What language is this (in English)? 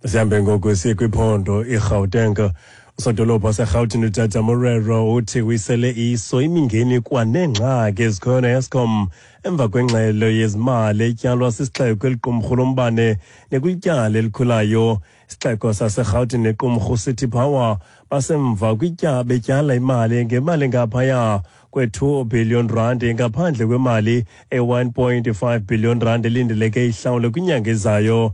Xhosa